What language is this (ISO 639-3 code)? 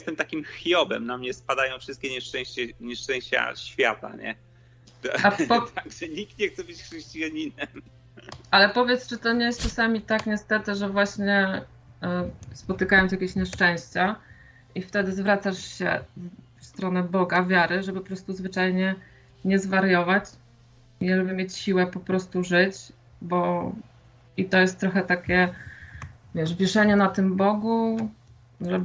pol